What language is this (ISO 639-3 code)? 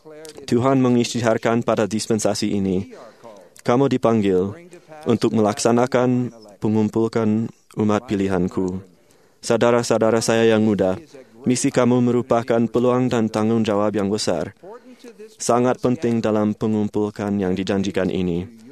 msa